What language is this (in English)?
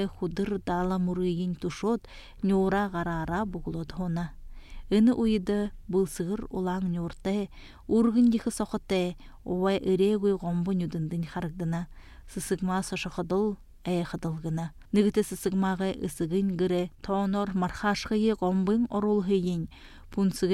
Buriat